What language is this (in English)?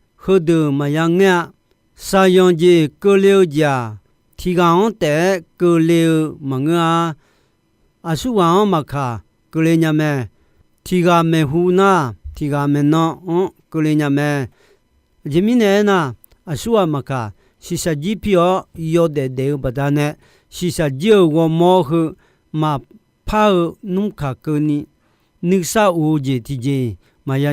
Akha